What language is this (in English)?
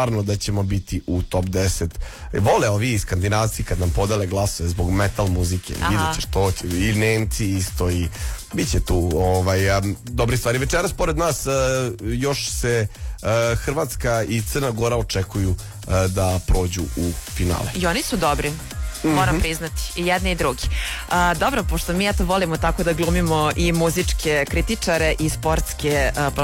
Serbian